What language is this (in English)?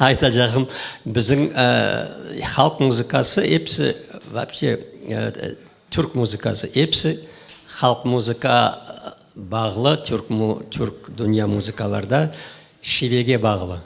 Crimean Tatar